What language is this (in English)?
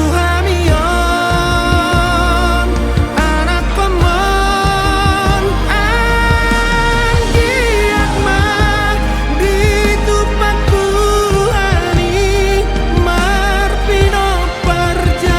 Batak Toba